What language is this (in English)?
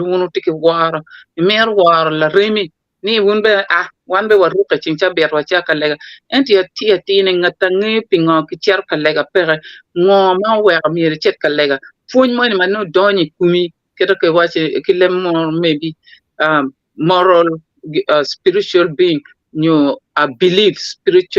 Acoli